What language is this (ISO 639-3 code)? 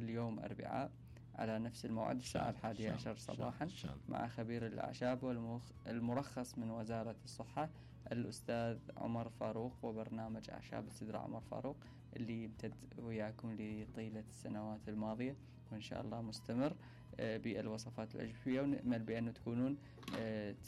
acm